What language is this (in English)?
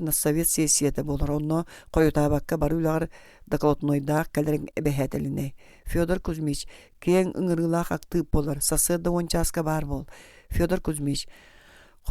Yakut